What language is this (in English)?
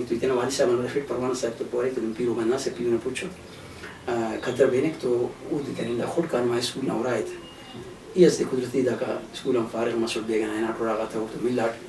Brahui